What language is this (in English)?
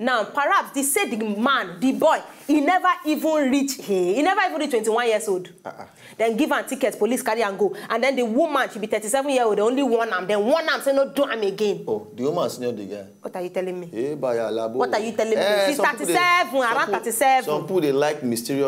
Nigerian Pidgin